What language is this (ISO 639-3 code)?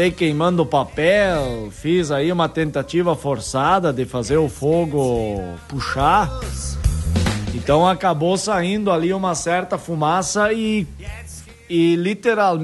por